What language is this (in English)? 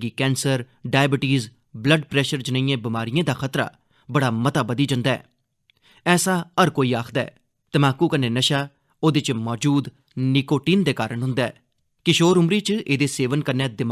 Dogri